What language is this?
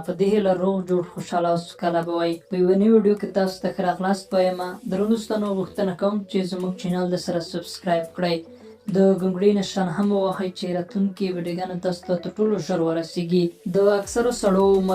Pashto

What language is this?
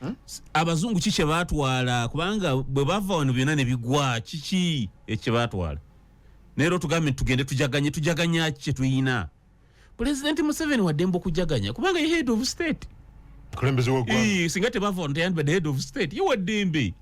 Ganda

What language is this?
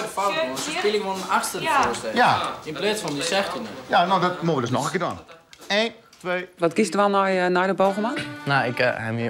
Western Frisian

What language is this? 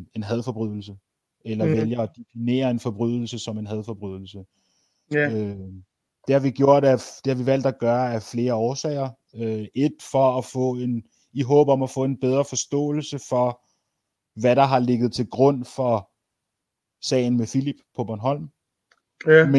Danish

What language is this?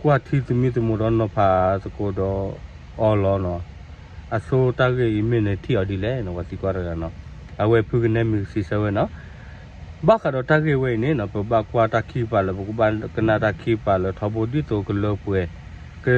S'gaw Karen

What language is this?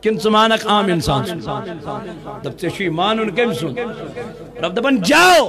Kashmiri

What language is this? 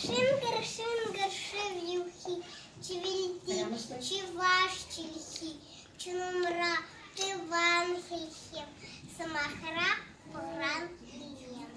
Chuvash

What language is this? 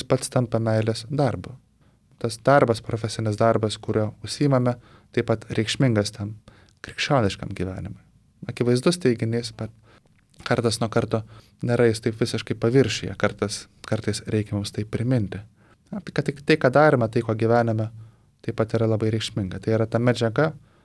Lithuanian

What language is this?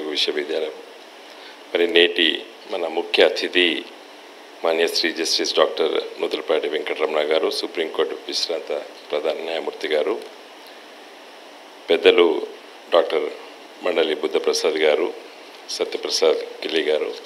Telugu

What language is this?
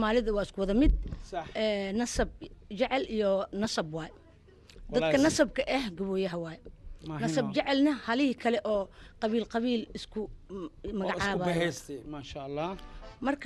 Somali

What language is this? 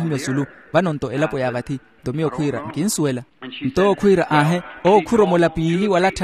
Makhuwa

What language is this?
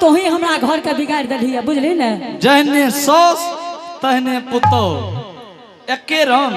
Angika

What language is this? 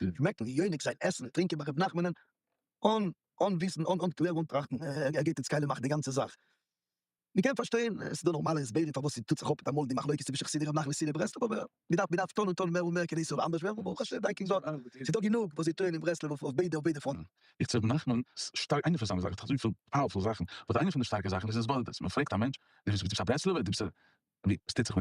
Yiddish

